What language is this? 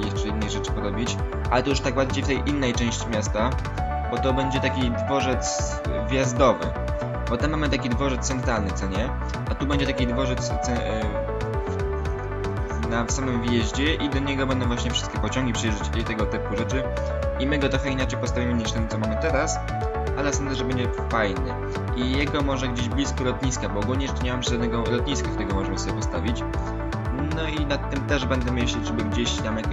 Polish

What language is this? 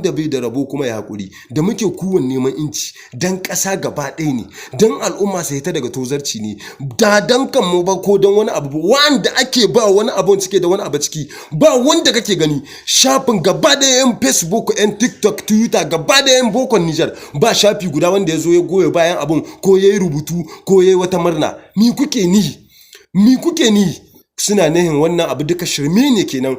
Hausa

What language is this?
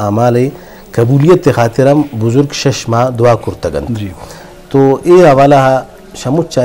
Eastern Balochi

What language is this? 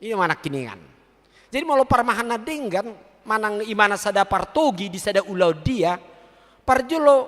Batak Toba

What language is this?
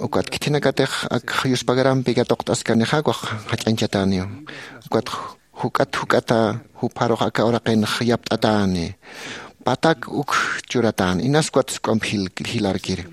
Aymara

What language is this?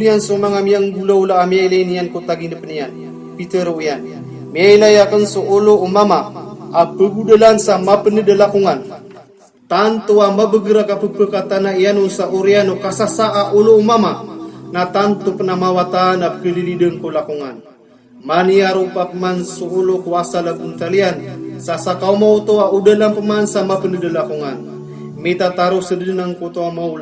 Maranao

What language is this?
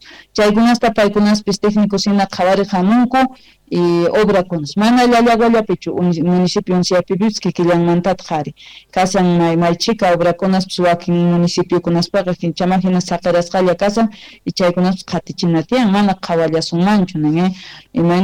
Quechua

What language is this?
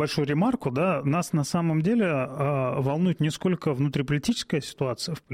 Russian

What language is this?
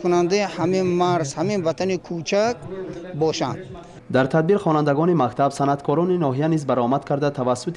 Tajik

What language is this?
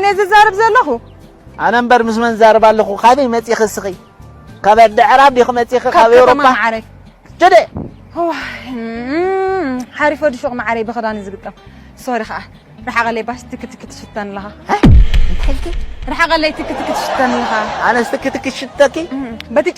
Tigrinya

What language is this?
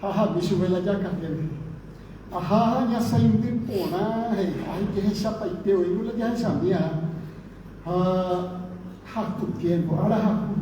Guarani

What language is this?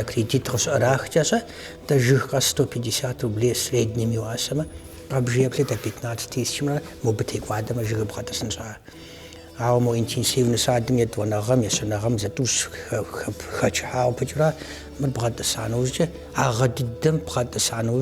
Kabardian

